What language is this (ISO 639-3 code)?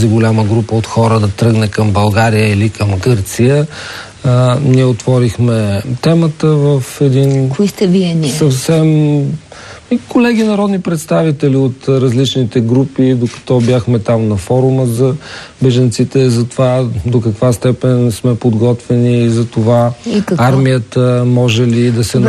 bul